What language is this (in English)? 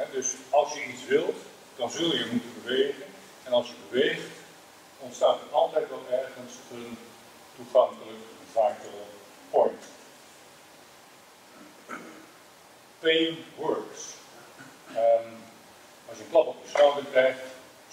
Dutch